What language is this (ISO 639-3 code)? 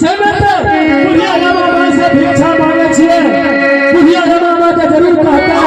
mai